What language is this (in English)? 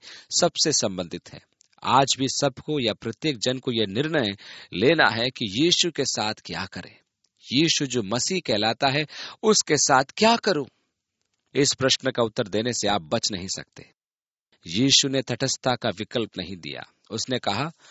Hindi